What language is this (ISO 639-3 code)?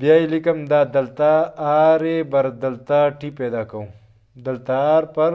pus